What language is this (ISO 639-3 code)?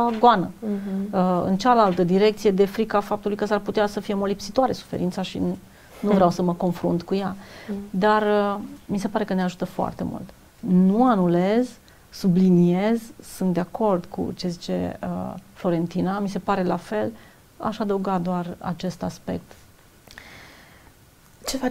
ron